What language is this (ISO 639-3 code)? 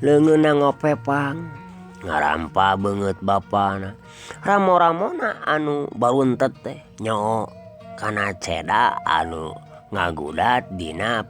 sun